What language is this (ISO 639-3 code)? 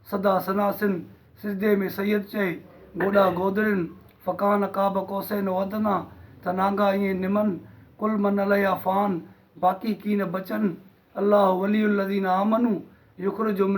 snd